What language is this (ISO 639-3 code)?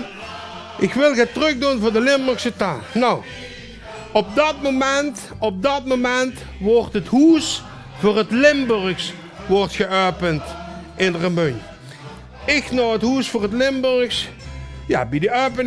lim